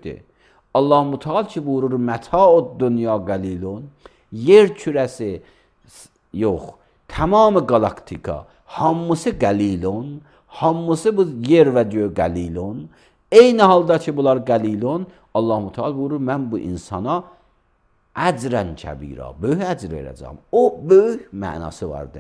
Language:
Azerbaijani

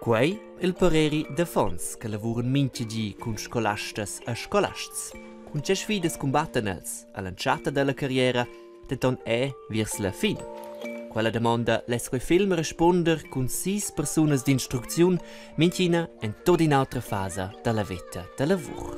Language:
Romansh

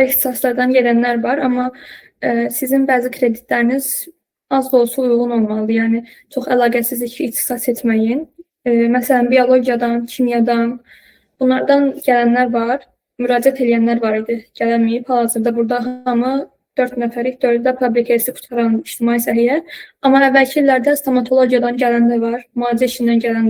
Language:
Azerbaijani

